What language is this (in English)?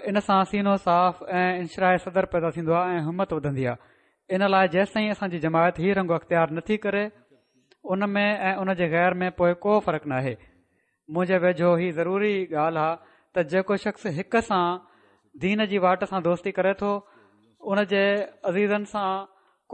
Sindhi